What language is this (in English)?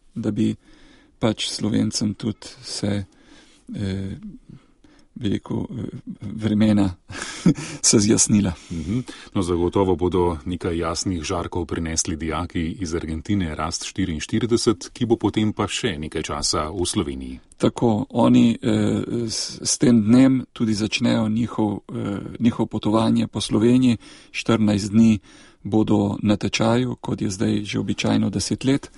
Slovenian